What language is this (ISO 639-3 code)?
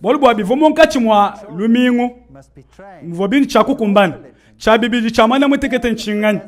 lua